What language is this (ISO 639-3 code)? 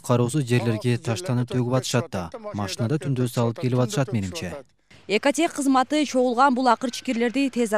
kir